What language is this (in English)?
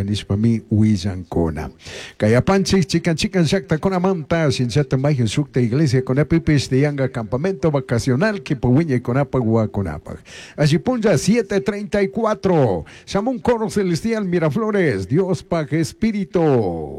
Chimborazo Highland Quichua